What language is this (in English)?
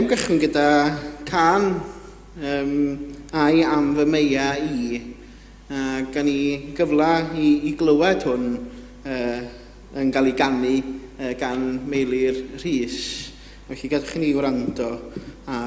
Welsh